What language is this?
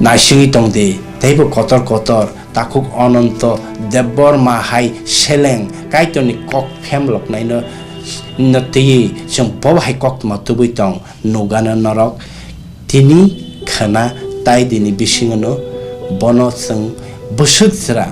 Kok Borok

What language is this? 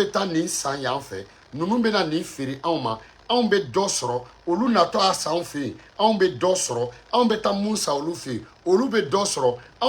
Bambara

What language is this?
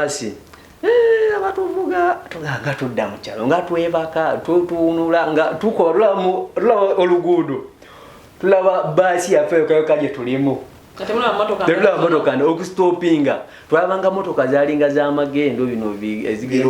Ganda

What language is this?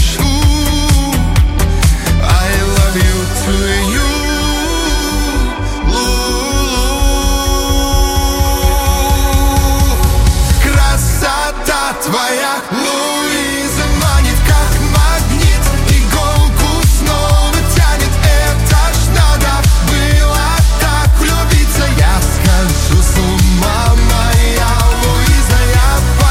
Russian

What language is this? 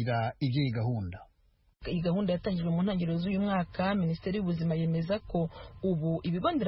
Kinyarwanda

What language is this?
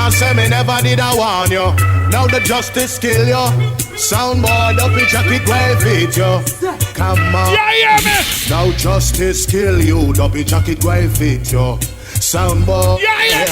Jamaican Creole English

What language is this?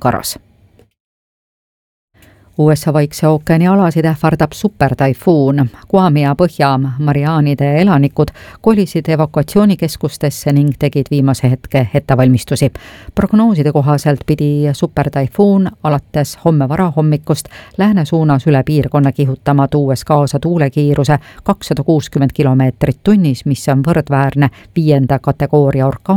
Estonian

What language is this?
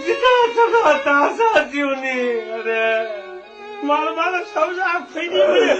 Newari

